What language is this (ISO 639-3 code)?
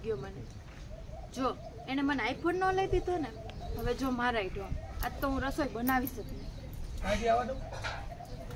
guj